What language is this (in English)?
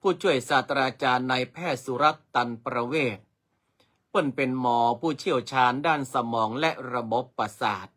Northern Thai